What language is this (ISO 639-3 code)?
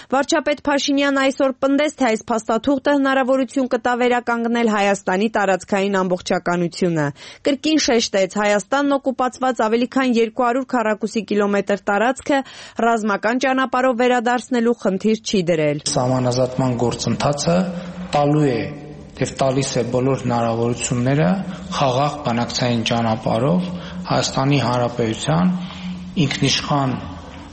hye